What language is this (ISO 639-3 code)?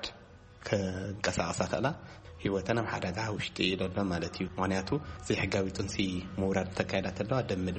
tir